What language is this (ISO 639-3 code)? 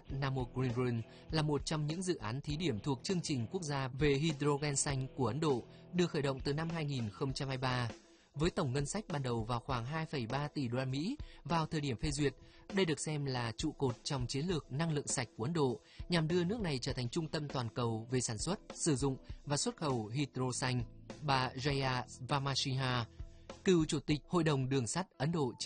vie